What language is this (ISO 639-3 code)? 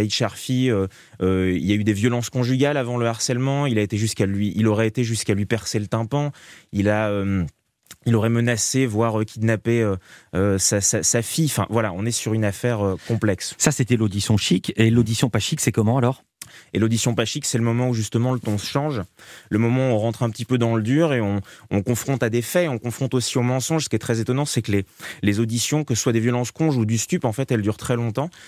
fra